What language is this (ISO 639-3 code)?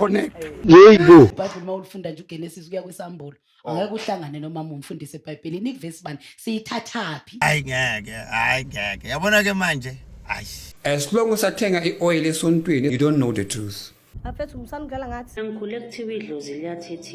zul